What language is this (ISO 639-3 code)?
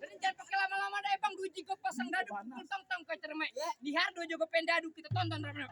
bew